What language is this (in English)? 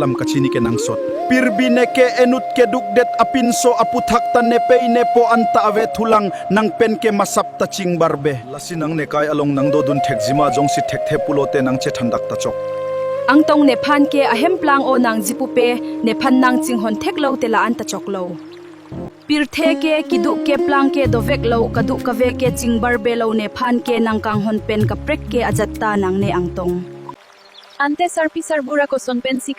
Karbi